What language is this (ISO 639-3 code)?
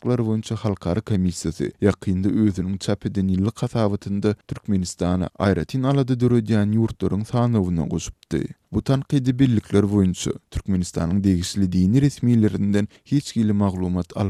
tuk